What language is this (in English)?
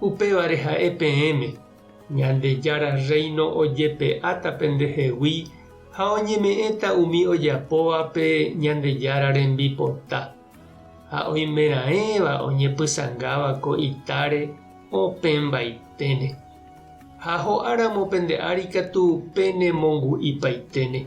Guarani